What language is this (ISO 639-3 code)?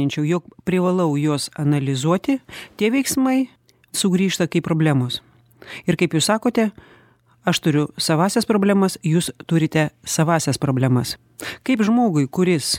lit